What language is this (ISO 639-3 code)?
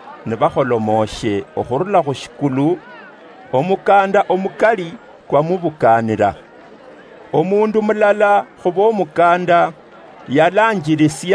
luy